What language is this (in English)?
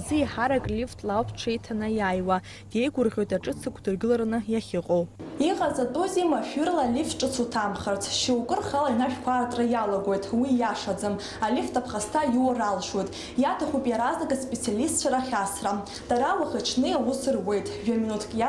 Abkhazian